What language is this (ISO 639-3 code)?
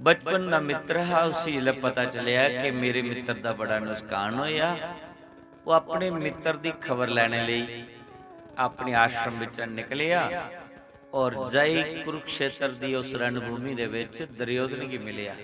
doi